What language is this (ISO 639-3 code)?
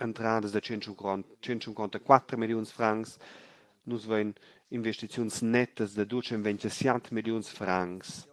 roh